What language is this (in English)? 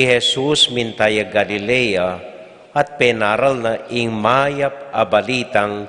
Pampanga